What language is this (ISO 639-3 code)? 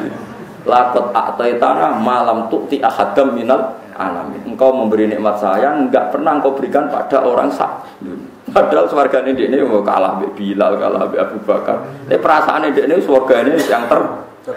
jav